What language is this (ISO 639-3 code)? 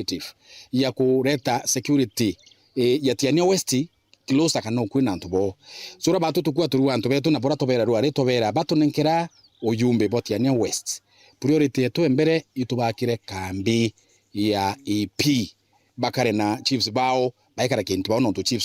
mer